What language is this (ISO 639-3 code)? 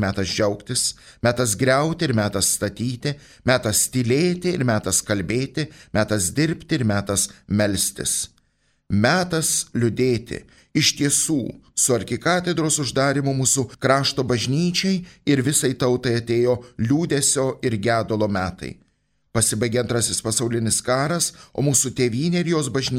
lit